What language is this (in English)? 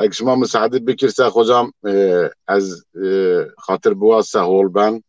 Zaza